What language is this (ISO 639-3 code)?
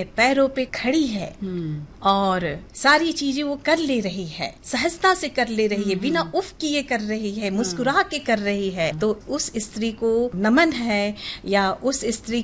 hin